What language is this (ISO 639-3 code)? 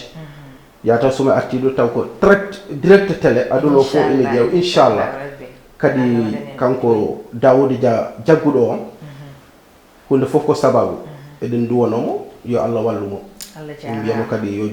ful